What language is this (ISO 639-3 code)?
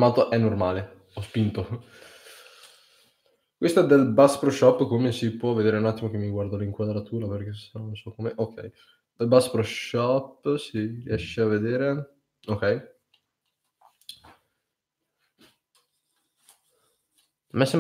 ita